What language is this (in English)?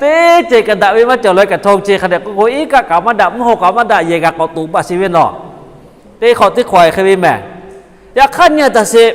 Lahu